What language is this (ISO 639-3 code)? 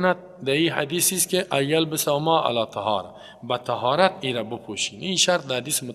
fas